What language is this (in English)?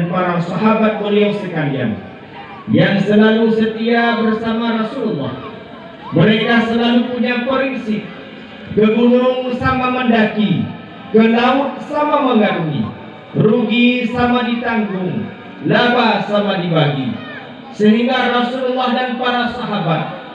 Achinese